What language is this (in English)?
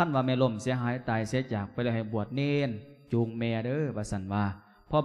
Lao